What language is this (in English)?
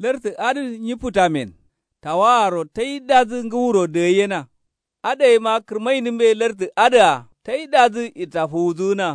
Kanuri